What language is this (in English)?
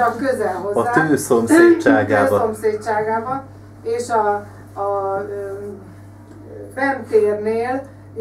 Hungarian